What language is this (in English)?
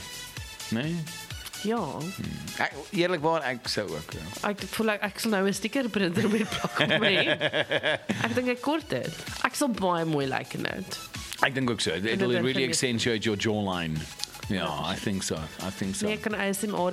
Afrikaans